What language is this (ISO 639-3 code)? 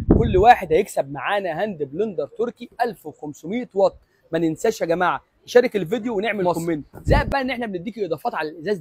arz